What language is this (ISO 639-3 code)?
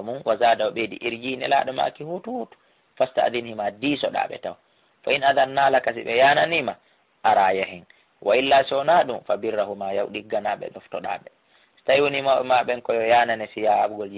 ful